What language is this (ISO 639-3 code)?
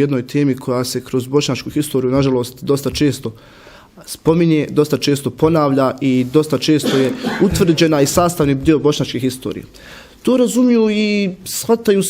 bos